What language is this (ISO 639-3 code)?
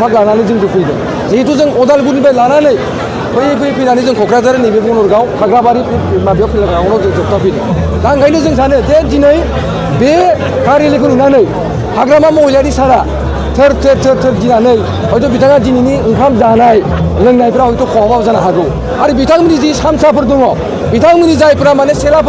brx